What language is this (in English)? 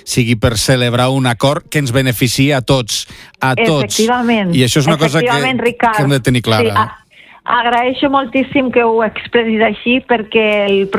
Catalan